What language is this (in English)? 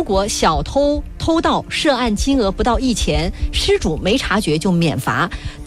Chinese